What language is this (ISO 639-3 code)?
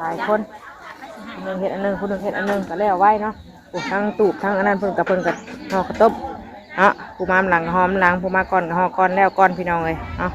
tts